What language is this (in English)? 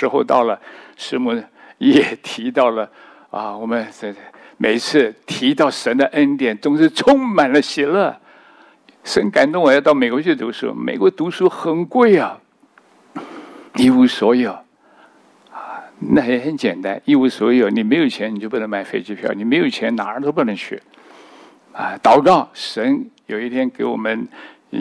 Chinese